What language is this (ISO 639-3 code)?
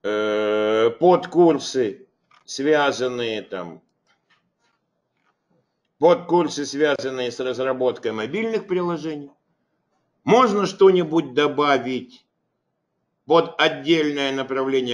rus